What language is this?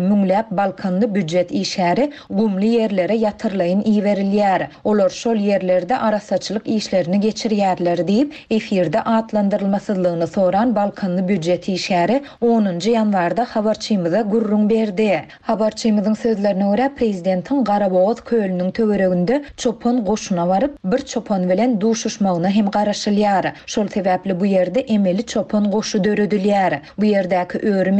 Turkmen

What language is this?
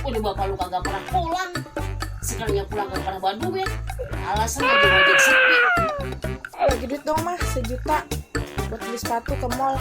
Betawi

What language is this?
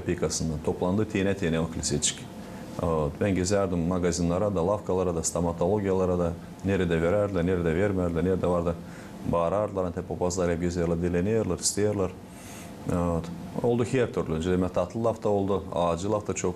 Gagauz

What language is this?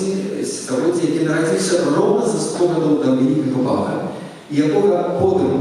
Belarusian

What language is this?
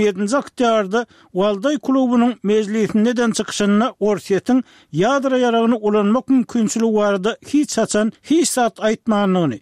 Turkmen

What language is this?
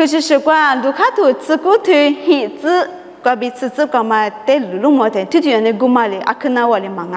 Lisu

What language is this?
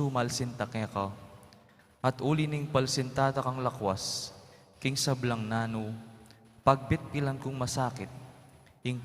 Pampanga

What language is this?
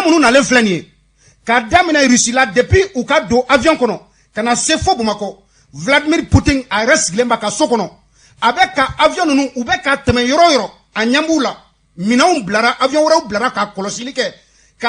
Bambara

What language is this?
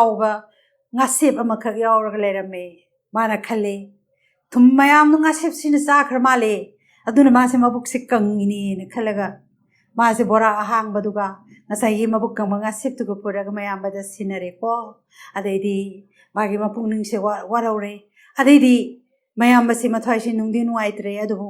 Manipuri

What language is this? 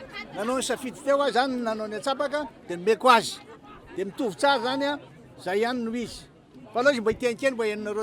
Malagasy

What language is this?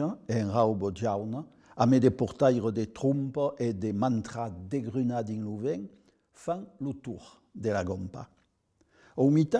Occitan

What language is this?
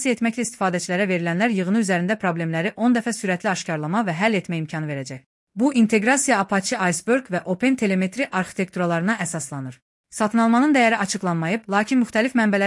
Azerbaijani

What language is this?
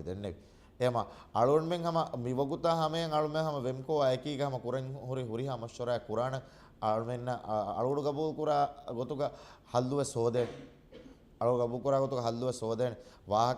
Divehi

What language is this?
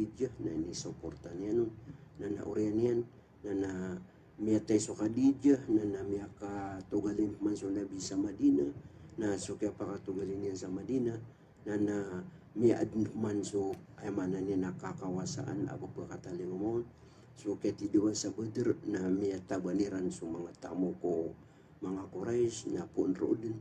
Maranao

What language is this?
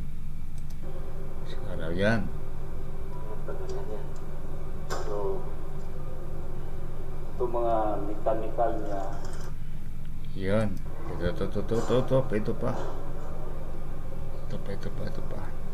Filipino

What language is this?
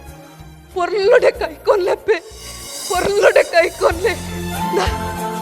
Tulu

